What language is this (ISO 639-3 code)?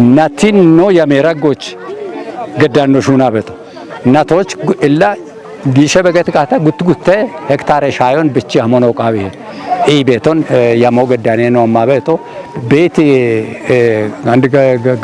kbr